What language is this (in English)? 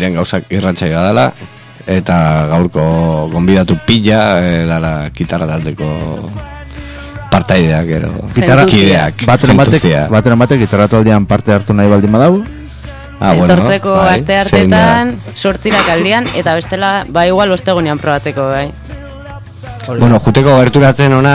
Basque